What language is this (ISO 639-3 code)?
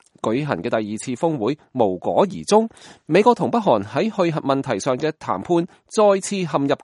yue